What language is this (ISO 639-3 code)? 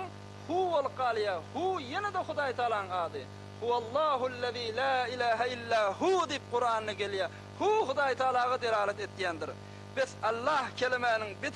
tuk